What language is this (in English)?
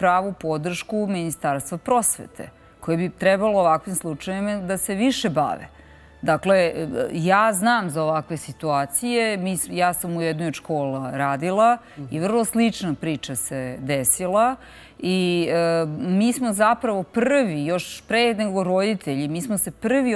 Serbian